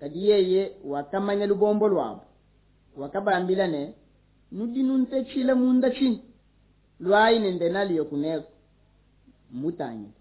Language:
Luba-Lulua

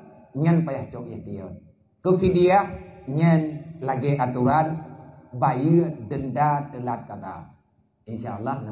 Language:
Achinese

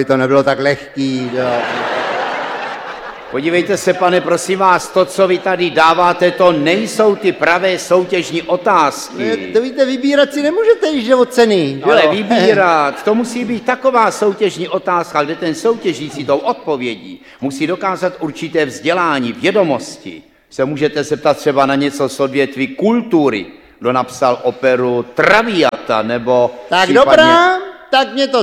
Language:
Czech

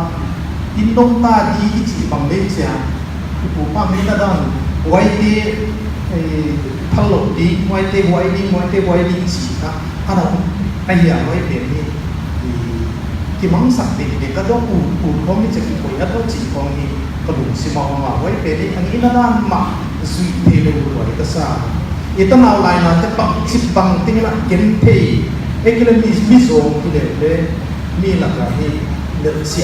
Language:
Paite Chin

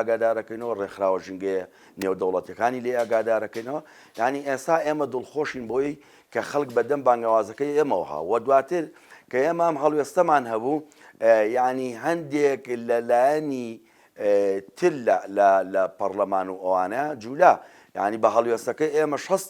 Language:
Central Kurdish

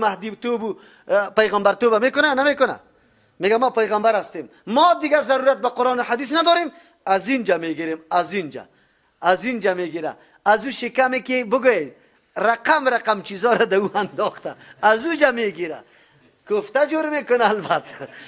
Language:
Persian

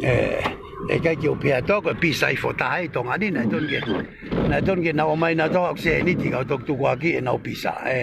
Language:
Tongan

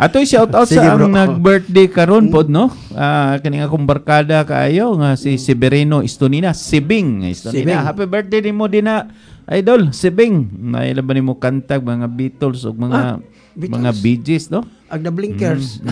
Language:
Cebuano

